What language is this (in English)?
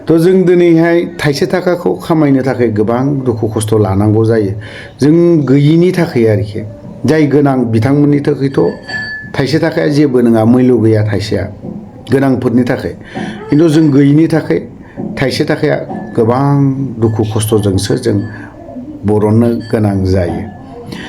Bodo